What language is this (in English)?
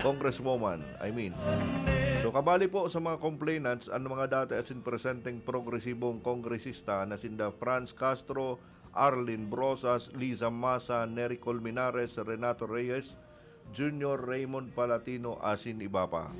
Bikol